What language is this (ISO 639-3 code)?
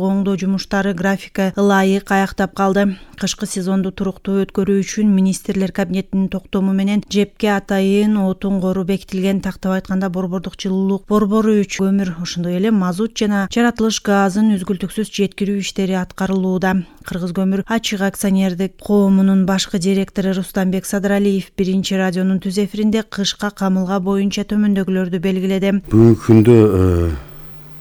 kir